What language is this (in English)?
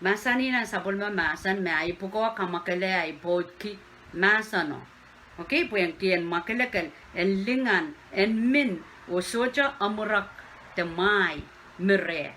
Pohnpeian